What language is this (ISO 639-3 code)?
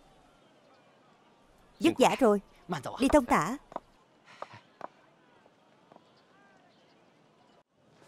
vie